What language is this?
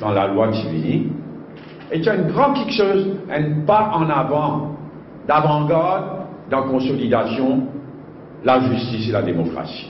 Morisyen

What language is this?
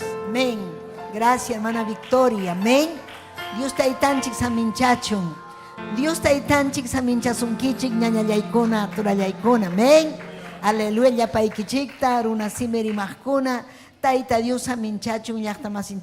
Ayacucho Quechua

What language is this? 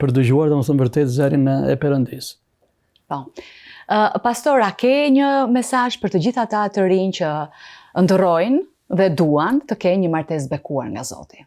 Albanian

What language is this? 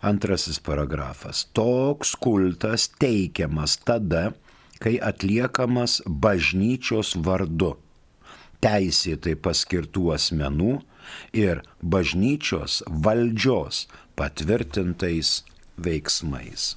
Lithuanian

